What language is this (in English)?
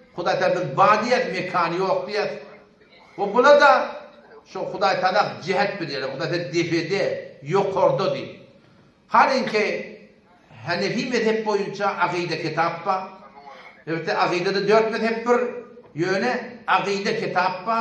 Turkmen